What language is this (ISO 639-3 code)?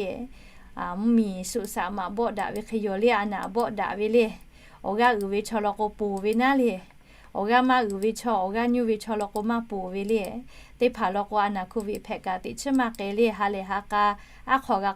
lhu